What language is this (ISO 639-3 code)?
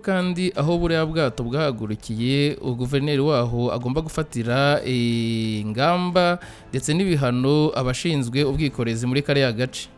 kin